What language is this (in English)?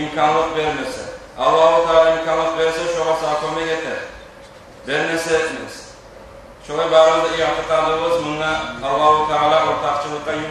Kumyk